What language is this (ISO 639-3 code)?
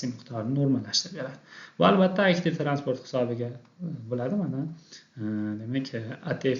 uzb